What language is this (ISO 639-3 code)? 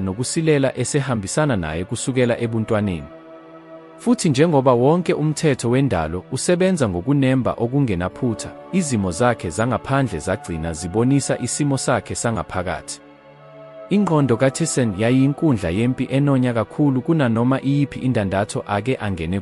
zul